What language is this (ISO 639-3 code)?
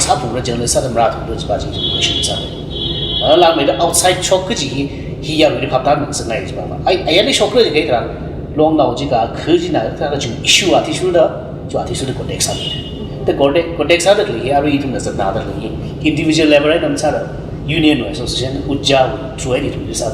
nmf